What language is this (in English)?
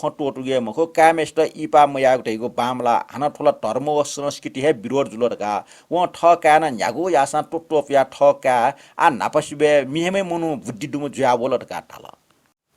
Newari